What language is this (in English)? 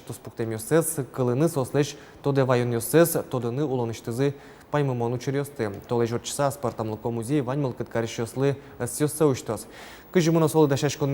Udmurt